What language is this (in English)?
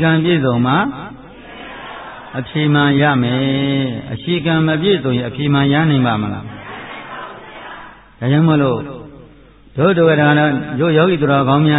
Burmese